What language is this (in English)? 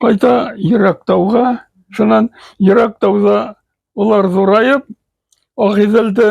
Bashkir